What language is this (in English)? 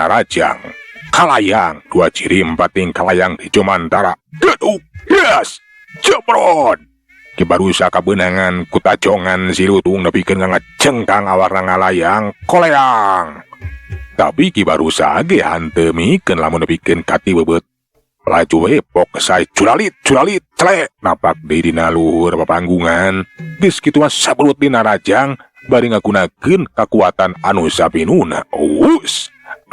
Sundanese